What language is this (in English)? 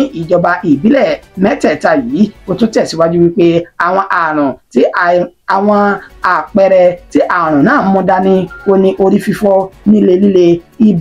Yoruba